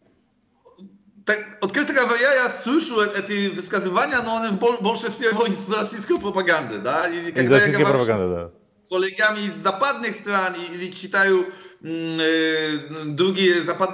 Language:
Russian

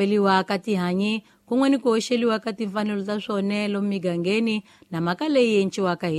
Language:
Tsonga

